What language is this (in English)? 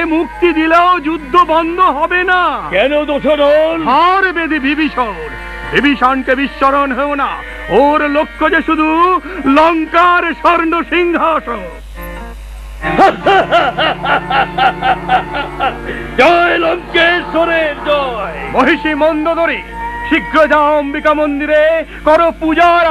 Bangla